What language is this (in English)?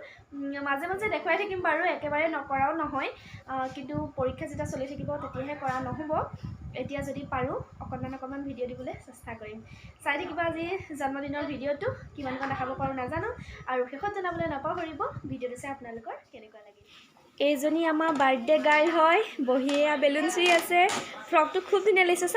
Assamese